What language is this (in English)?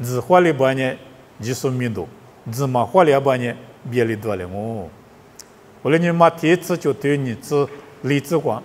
Lisu